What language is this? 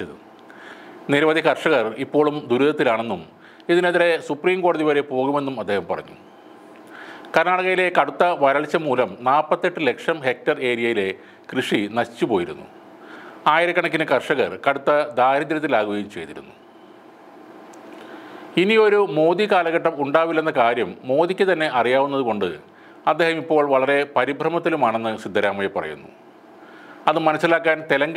Malayalam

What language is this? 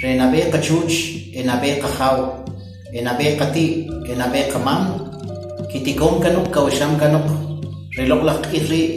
Kʼicheʼ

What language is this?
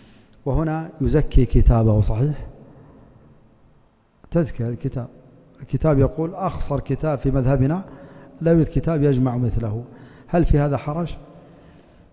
Arabic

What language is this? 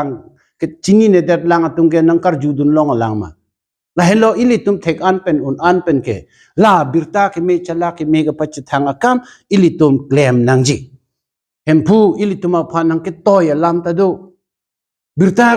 Karbi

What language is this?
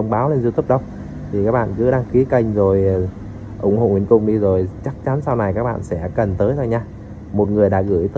Vietnamese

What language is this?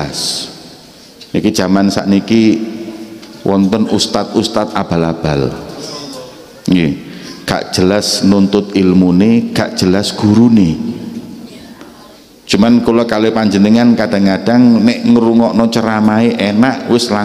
Javanese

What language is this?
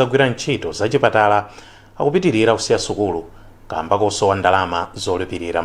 Nyanja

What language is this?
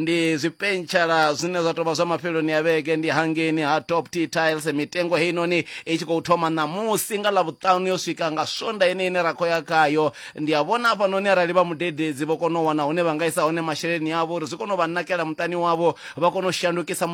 Venda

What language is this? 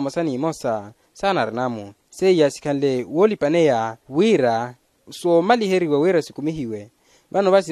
Makhuwa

